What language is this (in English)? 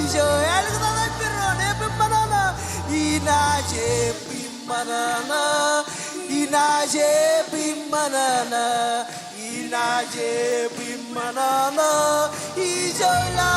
Marshallese